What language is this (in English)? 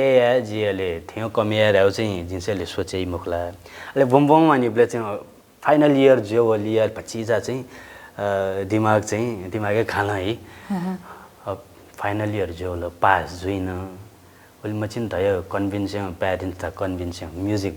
Newari